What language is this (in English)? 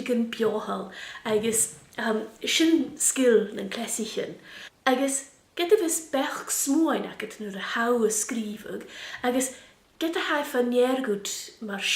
Scottish Gaelic